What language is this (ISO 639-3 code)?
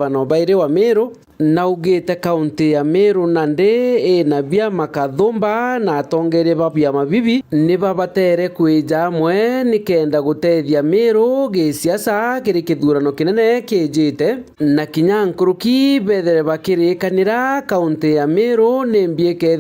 mer